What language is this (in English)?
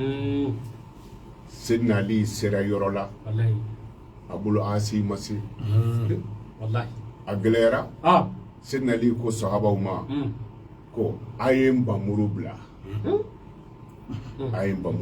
Bambara